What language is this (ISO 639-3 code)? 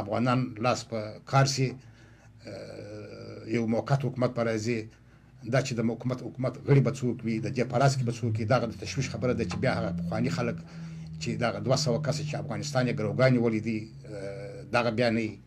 kur